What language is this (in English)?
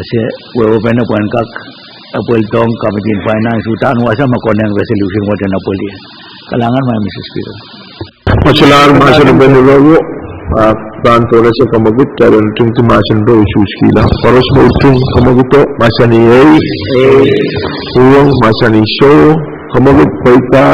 Pohnpeian